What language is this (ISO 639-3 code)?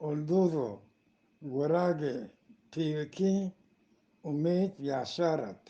bgp